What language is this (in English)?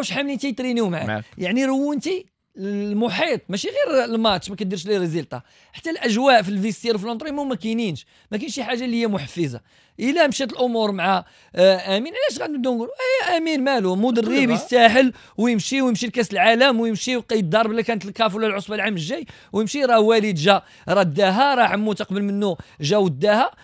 Moroccan Arabic